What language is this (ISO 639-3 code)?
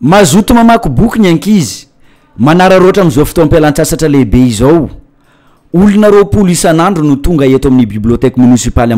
mlg